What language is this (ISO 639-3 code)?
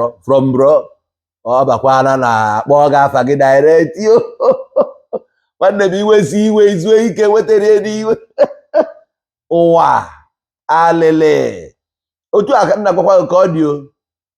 ibo